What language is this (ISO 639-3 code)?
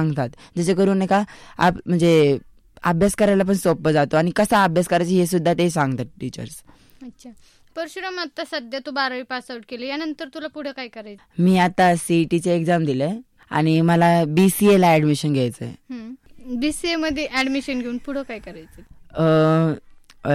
mar